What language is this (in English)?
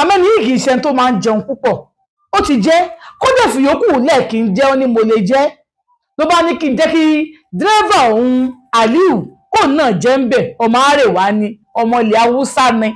Yoruba